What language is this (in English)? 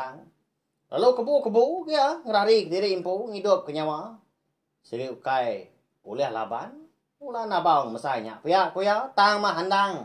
Iban